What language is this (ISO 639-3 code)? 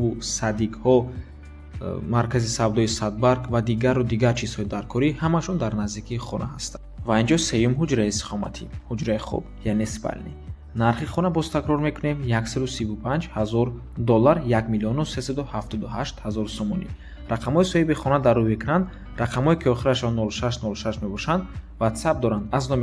tgk